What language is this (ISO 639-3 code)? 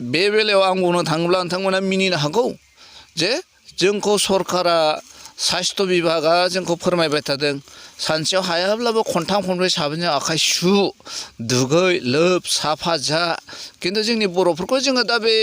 brx